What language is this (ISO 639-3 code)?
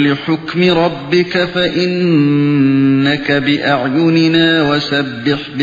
uig